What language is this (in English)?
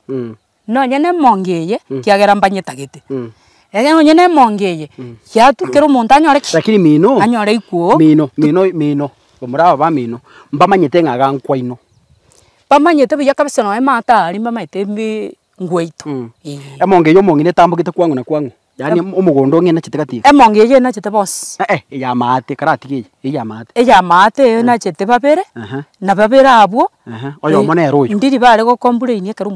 Gusii